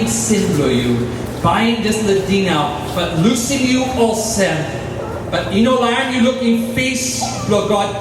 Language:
Tok Pisin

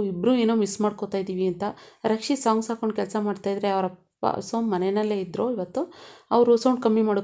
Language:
Kannada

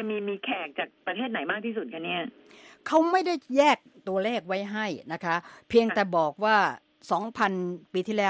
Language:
Thai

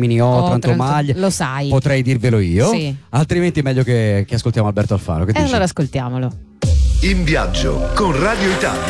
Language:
Italian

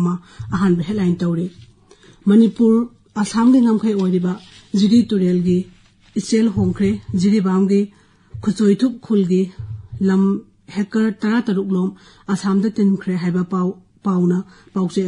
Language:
Manipuri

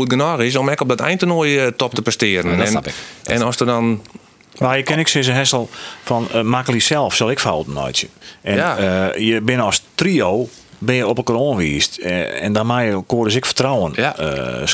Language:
Western Frisian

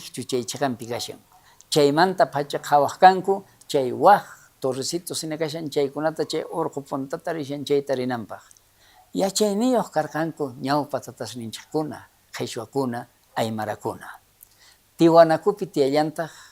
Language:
South Bolivian Quechua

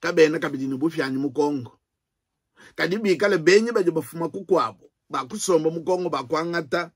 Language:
Luba-Lulua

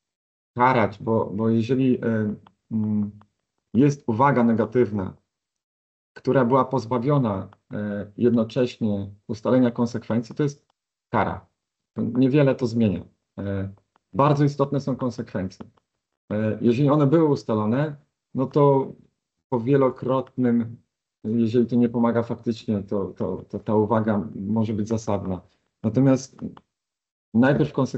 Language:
Polish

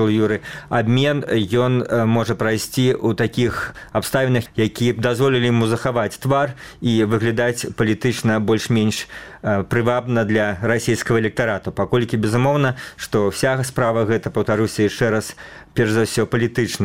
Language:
Belarusian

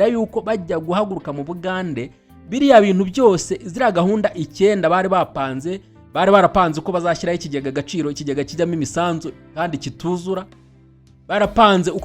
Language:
Kinyarwanda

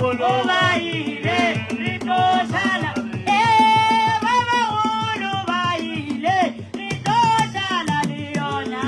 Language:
Northern Sotho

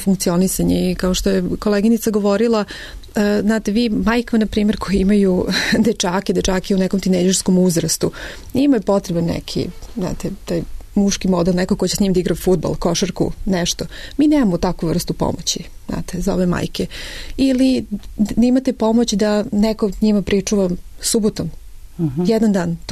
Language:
Serbian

